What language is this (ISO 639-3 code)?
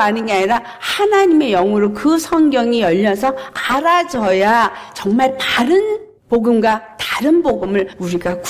kor